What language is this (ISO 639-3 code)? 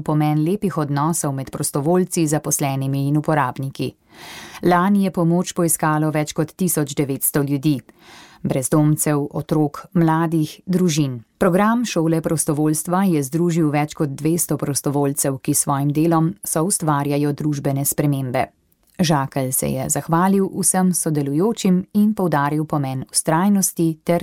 slv